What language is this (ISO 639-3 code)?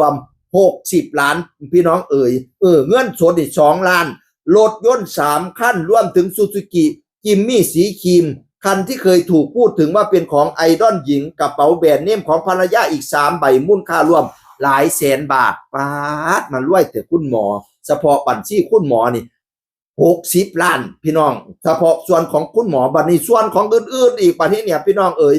tts